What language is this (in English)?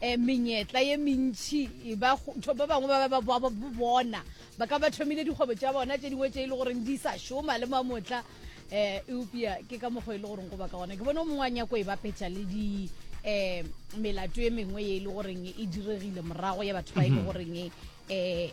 Northern Sotho